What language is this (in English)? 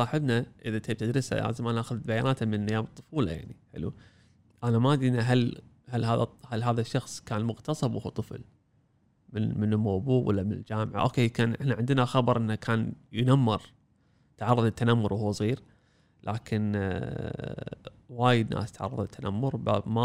Gulf Arabic